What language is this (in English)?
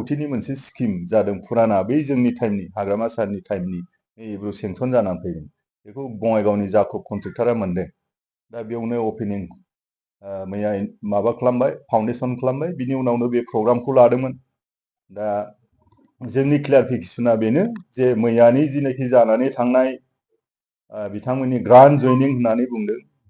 Bodo